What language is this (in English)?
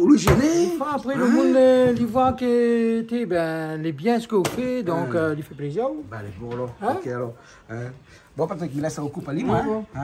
Réunion Creole French